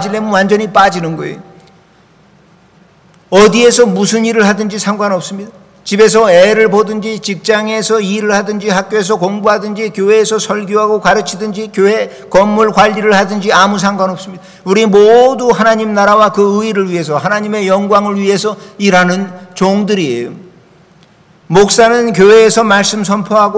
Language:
Korean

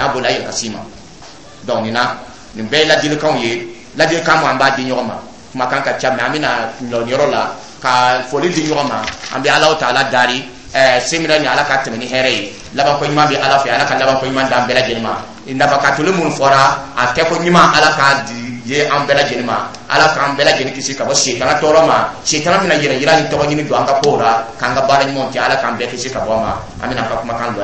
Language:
Dyula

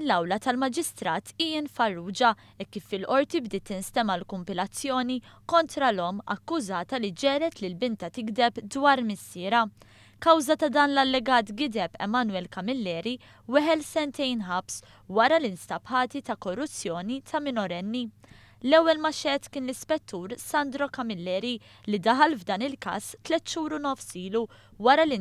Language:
Maltese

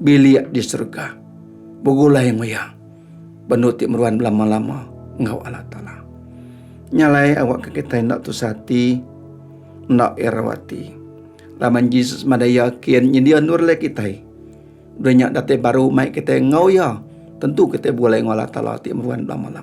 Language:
Iban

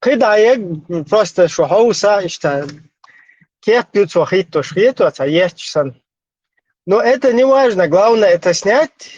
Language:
Chechen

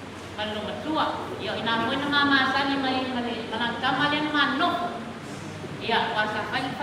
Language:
Samoan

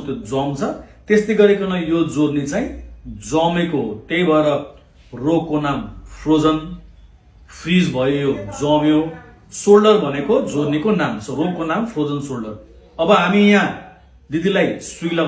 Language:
Nepali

